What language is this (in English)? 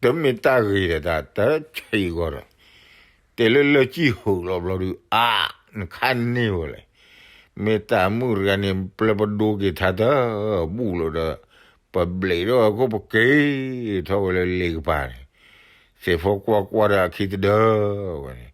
S'gaw Karen